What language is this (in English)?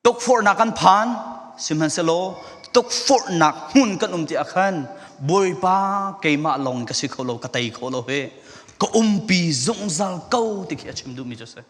Falam Chin